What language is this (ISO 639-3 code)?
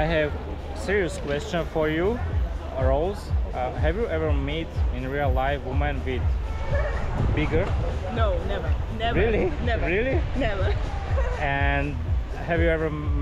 slk